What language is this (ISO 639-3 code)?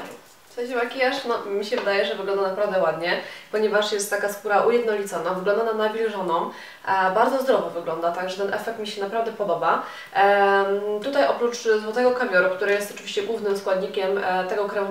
pol